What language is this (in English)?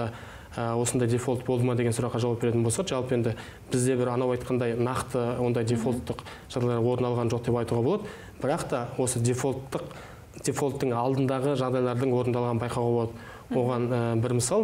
Kazakh